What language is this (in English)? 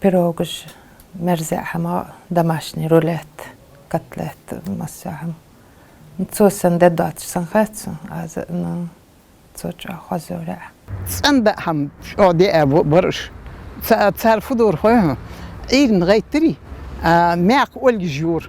Ingush